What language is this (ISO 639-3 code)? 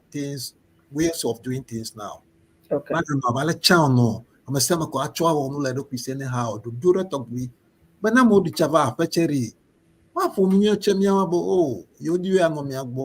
ewe